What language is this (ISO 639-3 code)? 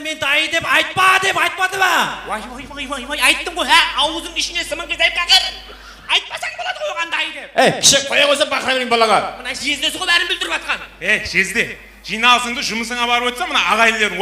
kaa